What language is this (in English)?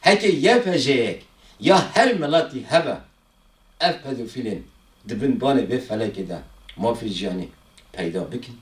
Kurdish